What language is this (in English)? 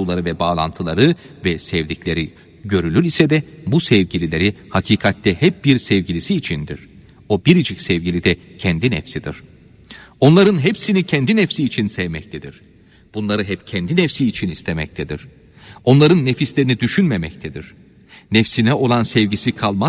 Turkish